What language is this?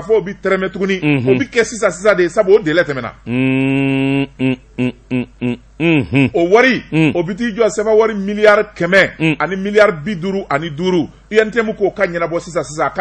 Bambara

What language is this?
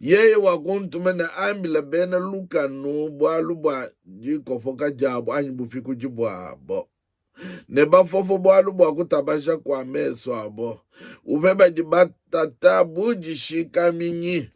Luba-Lulua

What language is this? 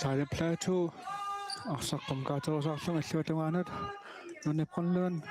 Kalaallisut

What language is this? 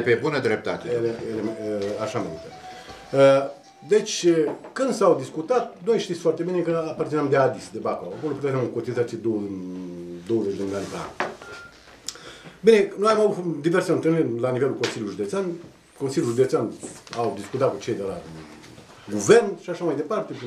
Romanian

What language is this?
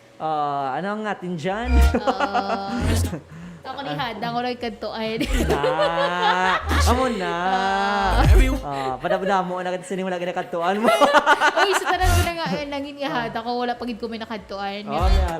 Hiligaynon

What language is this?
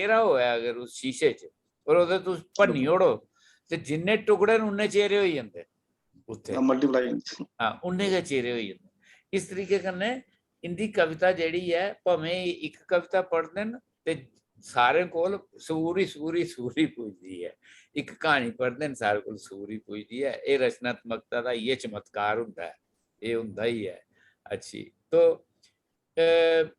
Dogri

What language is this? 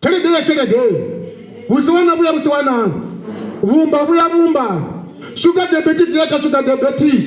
Venda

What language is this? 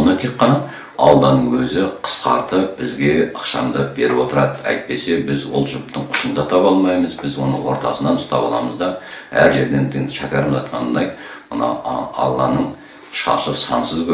Kazakh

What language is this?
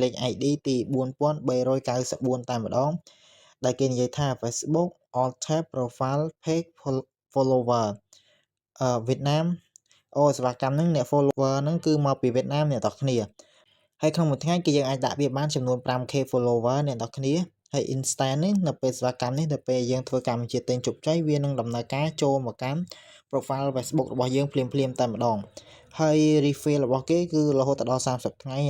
Khmer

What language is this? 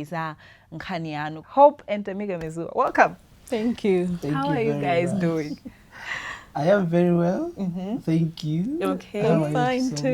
Nyanja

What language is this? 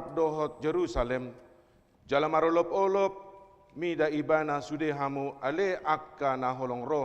Batak Toba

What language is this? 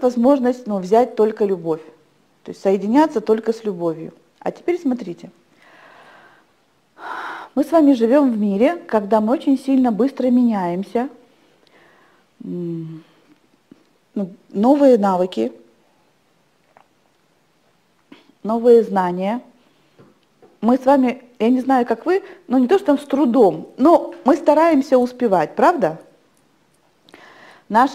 Russian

